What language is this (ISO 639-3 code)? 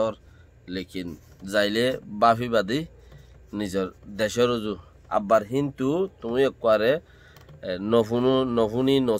rhg